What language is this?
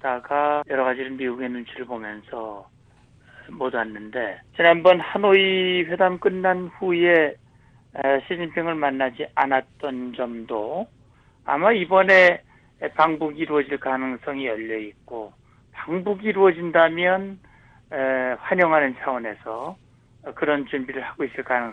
Korean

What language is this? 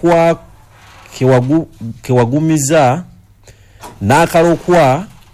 Ganda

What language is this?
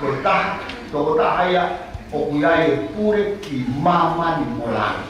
Tongan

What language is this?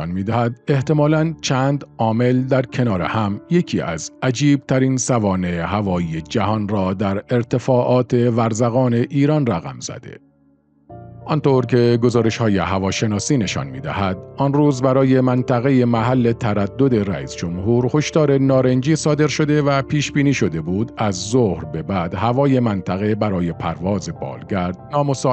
Persian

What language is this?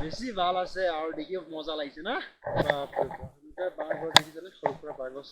Assamese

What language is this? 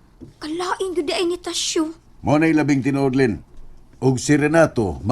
Cebuano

